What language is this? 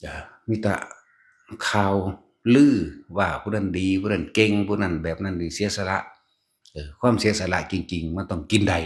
Northeastern Thai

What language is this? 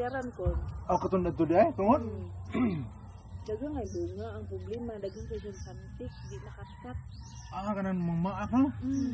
Cebuano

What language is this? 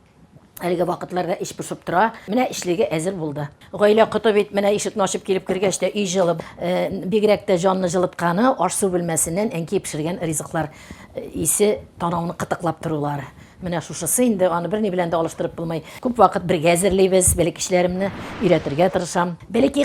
Tatar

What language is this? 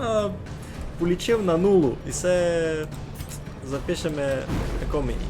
Rusyn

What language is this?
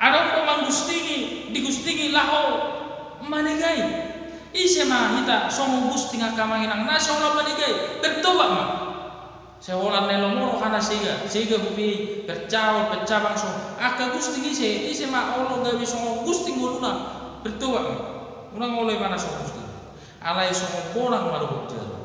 Batak Toba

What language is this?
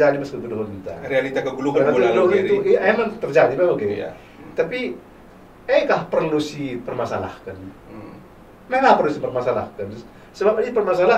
Batak Karo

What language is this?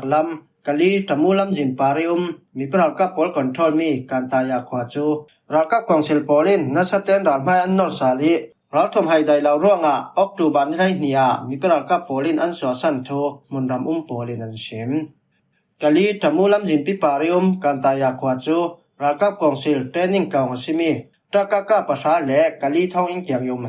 Falam Chin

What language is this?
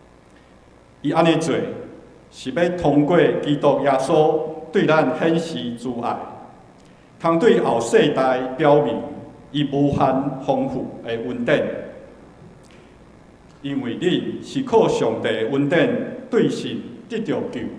Min Nan Chinese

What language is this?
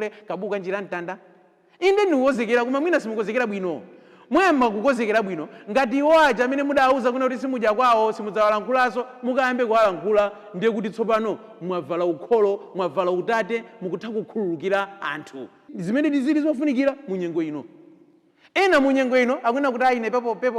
Nyanja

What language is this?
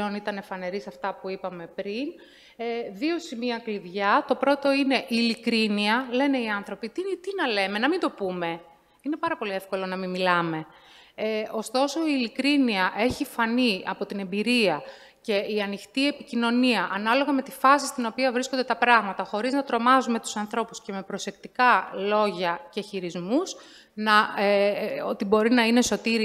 Greek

